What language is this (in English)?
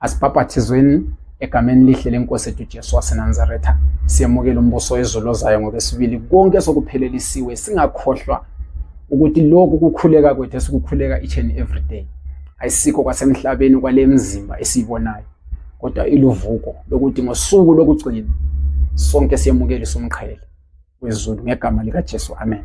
Zulu